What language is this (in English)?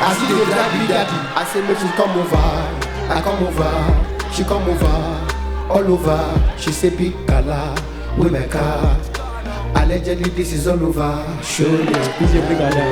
Nigerian Pidgin